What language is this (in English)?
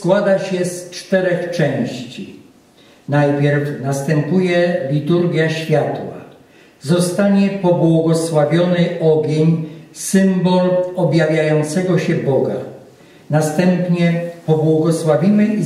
Polish